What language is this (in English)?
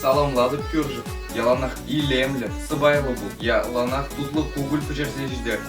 Chuvash